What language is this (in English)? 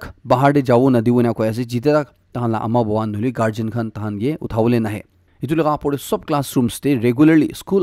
Naga Pidgin